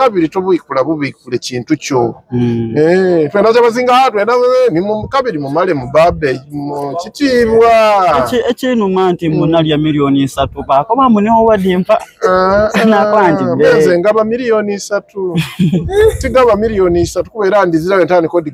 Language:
Soga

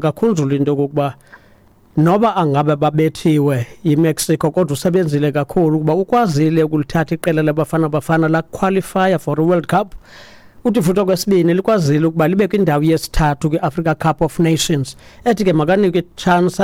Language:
Xhosa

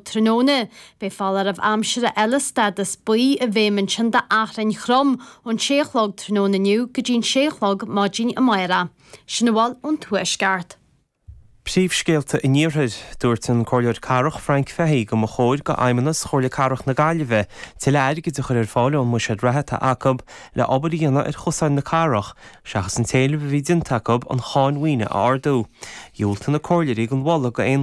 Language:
Irish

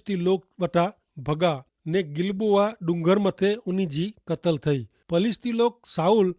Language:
Kachhi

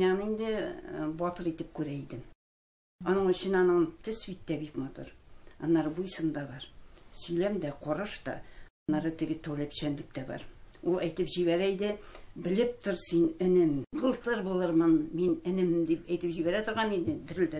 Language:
Tatar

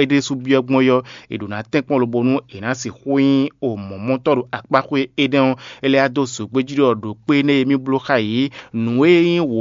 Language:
Fon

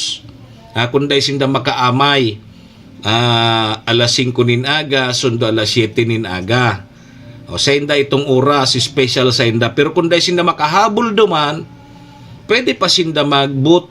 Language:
Bikol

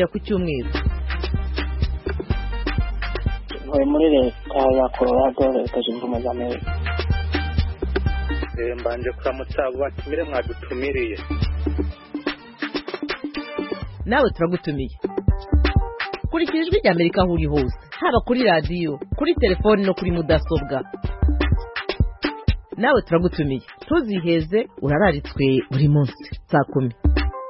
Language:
Kinyarwanda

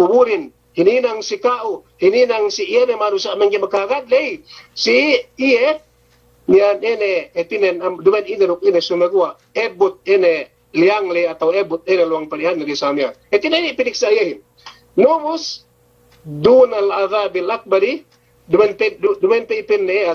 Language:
Yakan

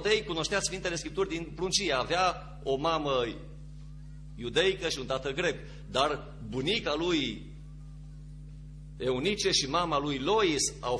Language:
Romanian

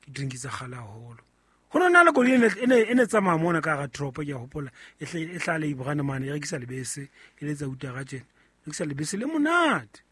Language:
Southern Sotho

